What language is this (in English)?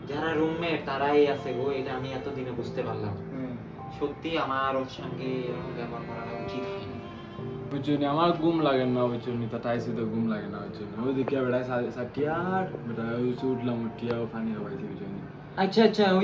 Sylheti